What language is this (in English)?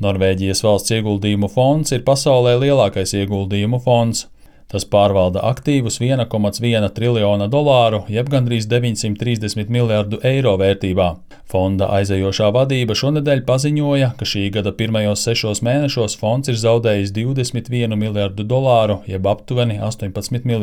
Latvian